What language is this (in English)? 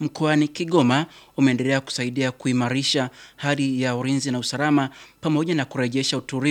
Swahili